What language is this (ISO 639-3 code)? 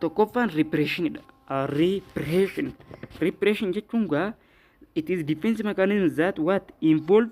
orm